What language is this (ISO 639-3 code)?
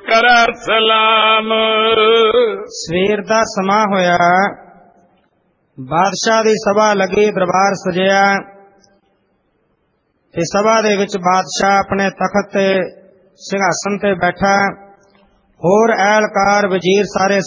pan